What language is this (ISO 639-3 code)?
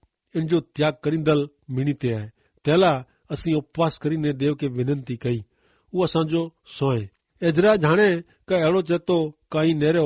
kfr